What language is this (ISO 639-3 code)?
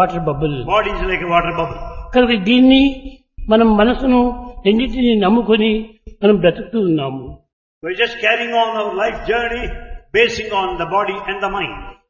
tel